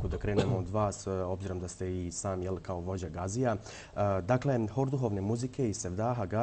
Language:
Bosnian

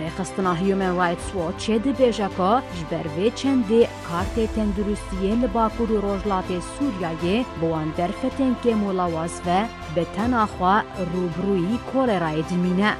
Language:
Kurdish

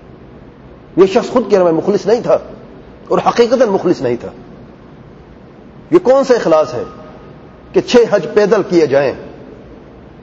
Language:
Urdu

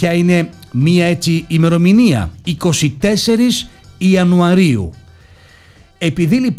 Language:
Greek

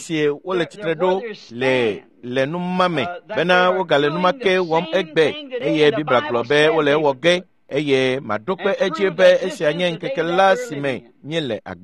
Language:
Ewe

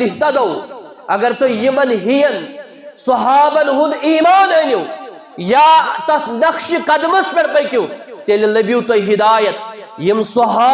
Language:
Kashmiri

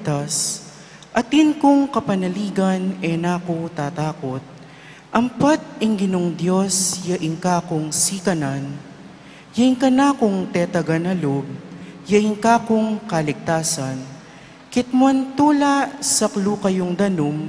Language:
Pampanga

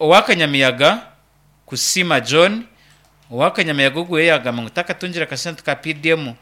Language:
Nyankole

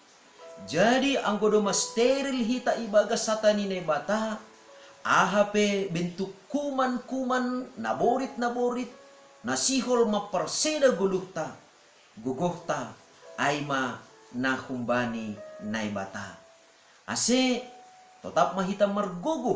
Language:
Batak Simalungun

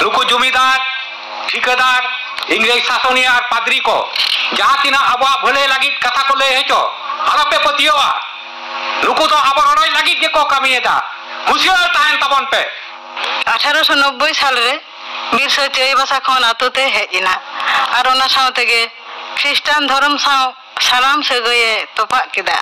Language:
Santali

